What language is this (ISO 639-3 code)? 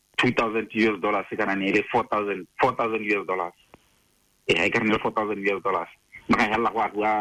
tsn